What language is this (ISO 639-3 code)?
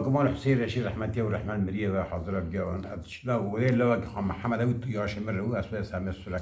kur